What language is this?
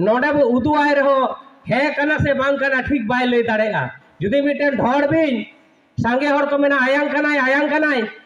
Santali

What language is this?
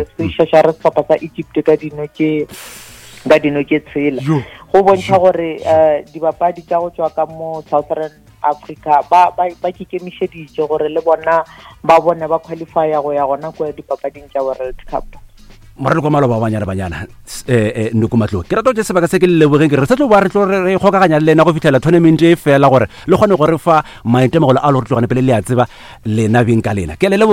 Northern Sotho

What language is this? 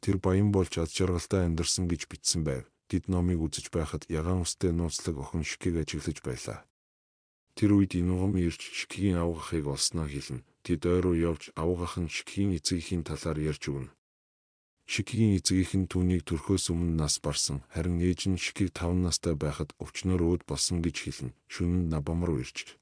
Mongolian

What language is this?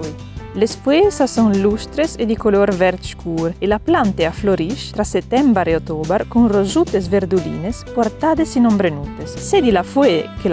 Friulian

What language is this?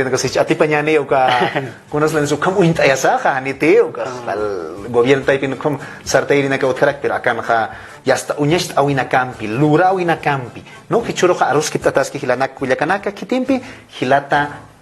Aymara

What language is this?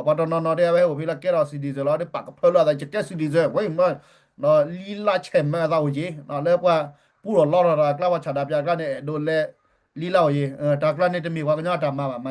S'gaw Karen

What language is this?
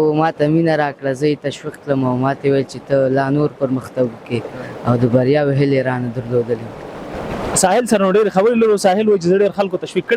Pashto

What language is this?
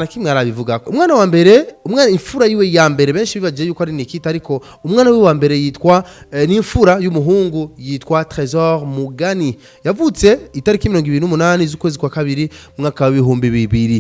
Rundi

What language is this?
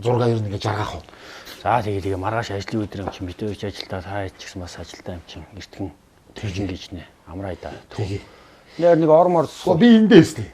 Mongolian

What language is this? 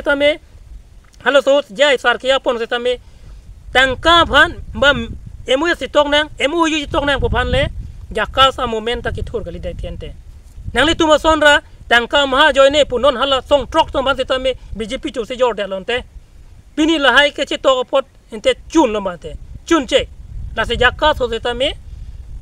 Karbi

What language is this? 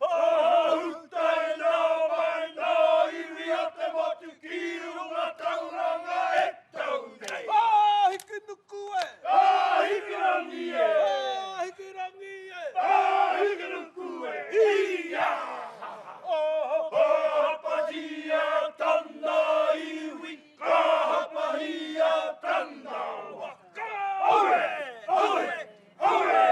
Māori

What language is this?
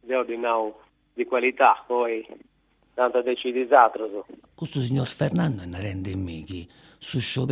Sardinian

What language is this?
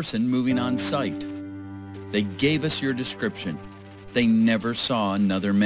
Bavarian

